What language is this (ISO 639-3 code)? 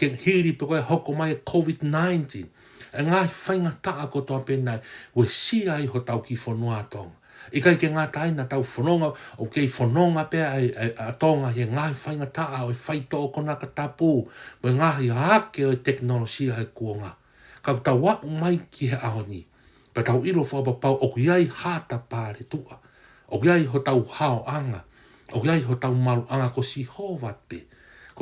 ton